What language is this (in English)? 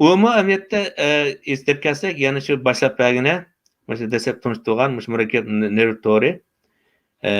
Uyghur